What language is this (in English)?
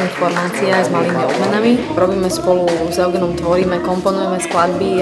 Slovak